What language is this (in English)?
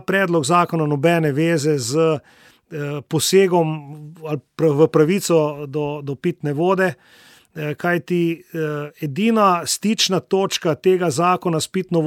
Slovenian